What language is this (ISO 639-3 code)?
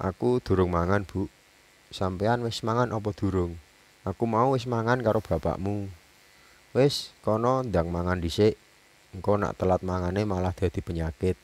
jav